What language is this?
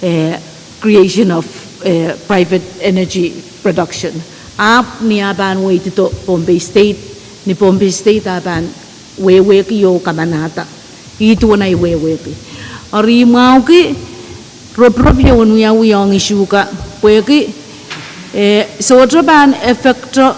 Pohnpeian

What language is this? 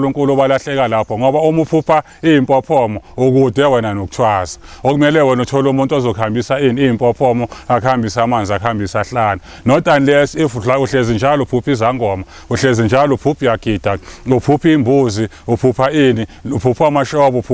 Zulu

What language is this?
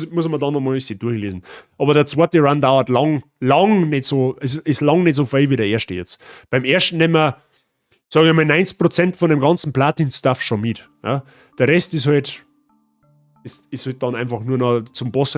Bavarian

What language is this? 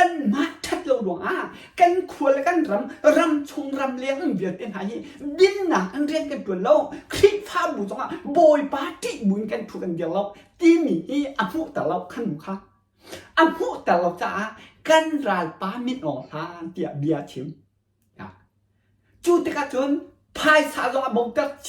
Hakha Chin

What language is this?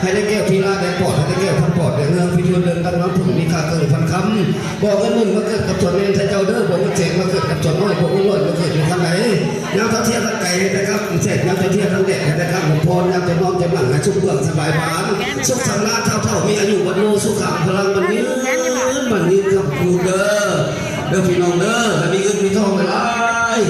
Lao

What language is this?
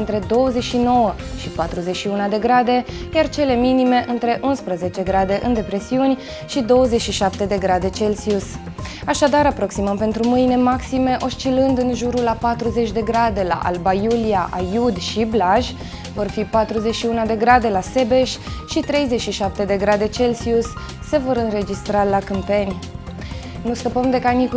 Romanian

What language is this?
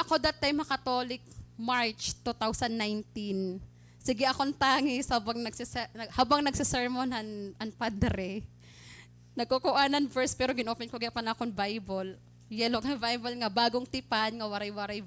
Waray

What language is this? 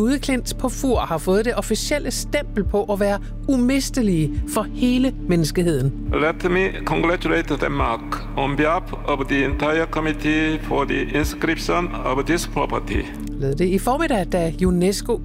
Danish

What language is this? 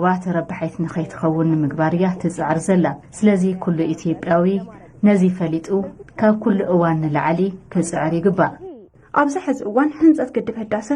Tigrinya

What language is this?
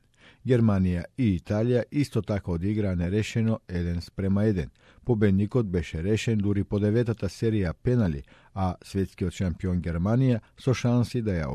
Macedonian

